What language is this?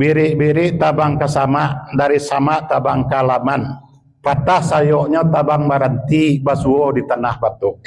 Minangkabau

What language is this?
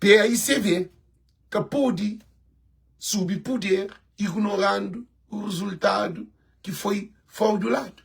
Kabuverdianu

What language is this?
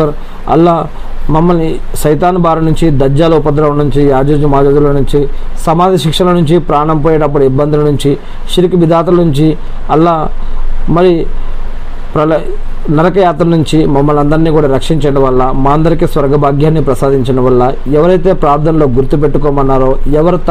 Telugu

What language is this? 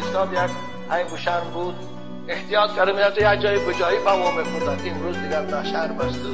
Tajik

